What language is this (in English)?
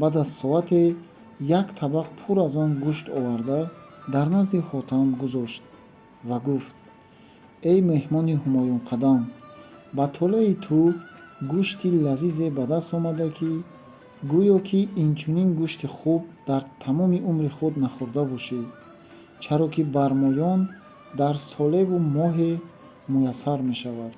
Tajik